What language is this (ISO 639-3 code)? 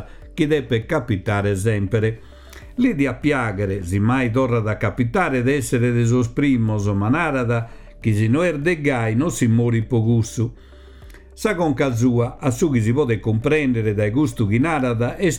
srd